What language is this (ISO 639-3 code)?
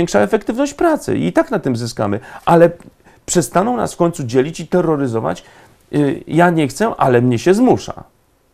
pol